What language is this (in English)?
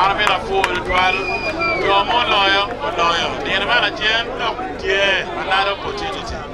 Acoli